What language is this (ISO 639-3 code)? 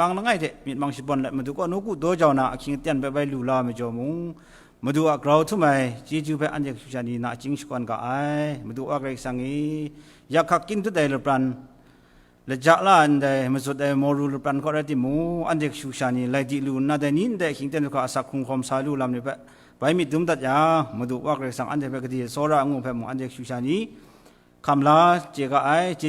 kac